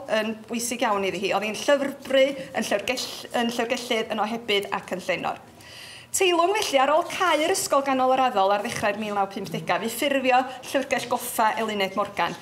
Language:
Welsh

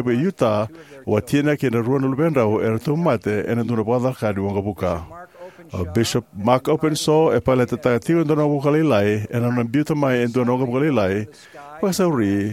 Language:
Fijian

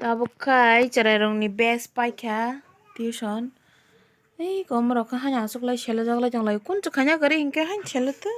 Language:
Kok Borok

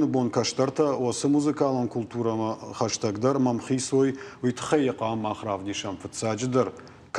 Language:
Ossetic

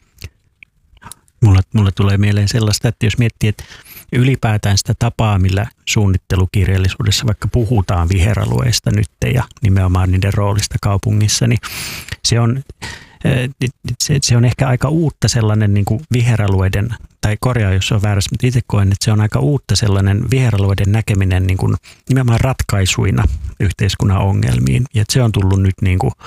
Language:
Finnish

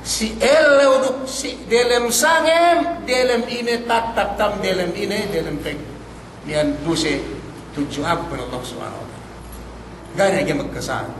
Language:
Yakan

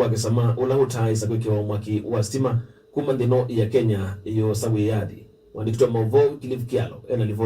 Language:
Kamba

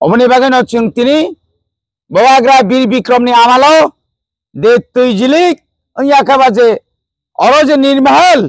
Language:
Kok Borok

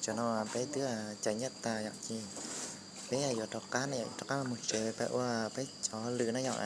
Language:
Hmong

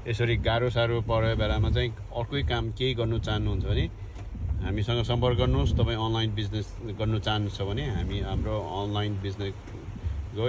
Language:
Nepali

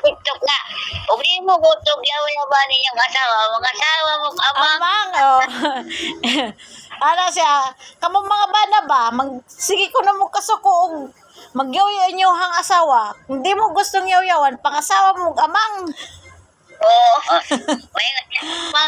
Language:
Cebuano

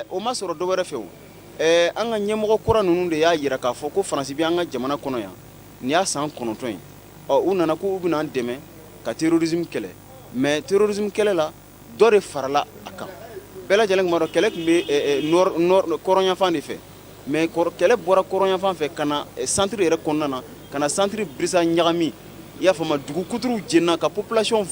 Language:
Bambara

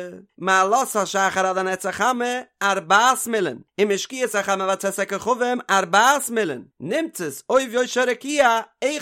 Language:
Yiddish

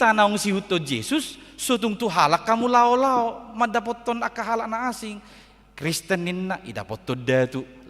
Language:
Batak Toba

